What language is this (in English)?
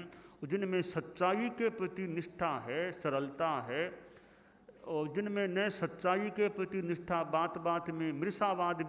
Hindi